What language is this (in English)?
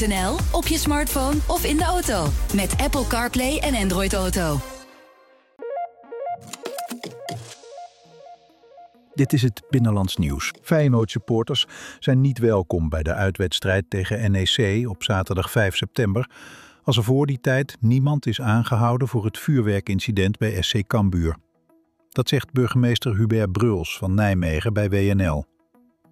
Dutch